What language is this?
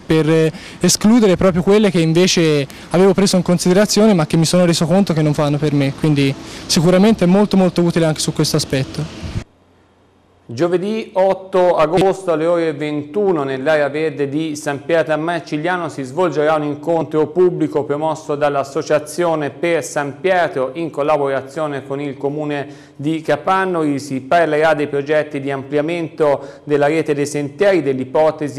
Italian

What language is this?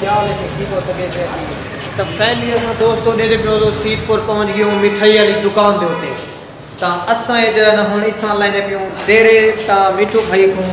Saraiki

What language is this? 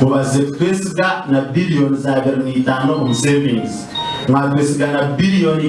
Nyankole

